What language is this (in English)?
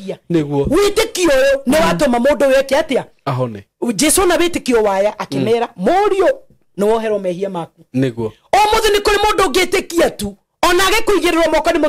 Kikuyu